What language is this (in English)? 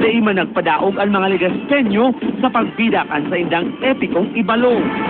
Bikol